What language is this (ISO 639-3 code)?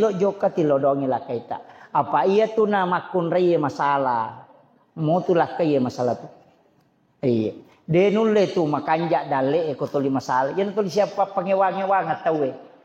bug